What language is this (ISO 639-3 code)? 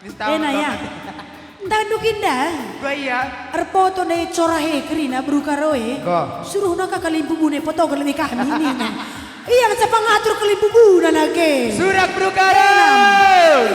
btx